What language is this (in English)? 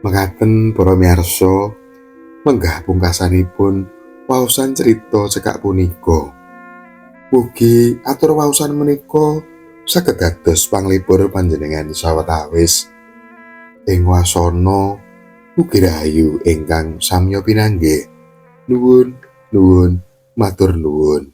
Javanese